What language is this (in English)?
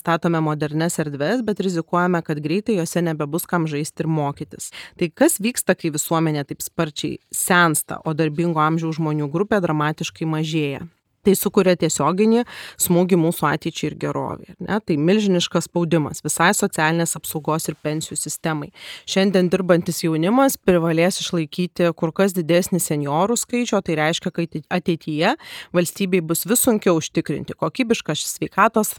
Lithuanian